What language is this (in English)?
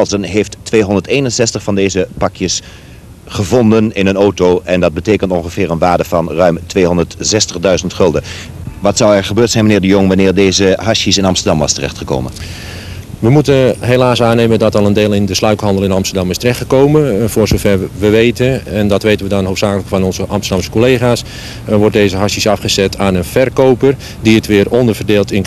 Dutch